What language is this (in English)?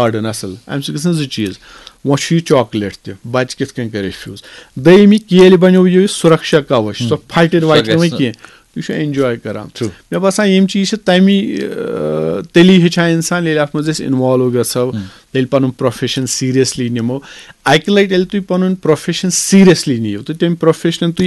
Kashmiri